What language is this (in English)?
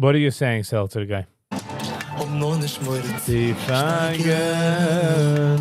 Yiddish